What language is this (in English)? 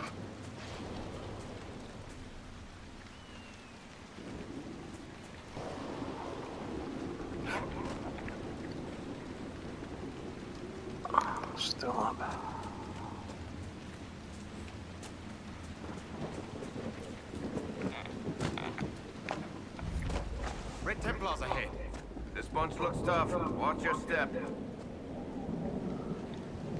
English